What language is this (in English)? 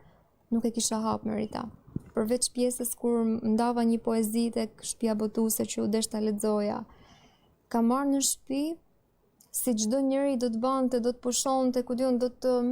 Albanian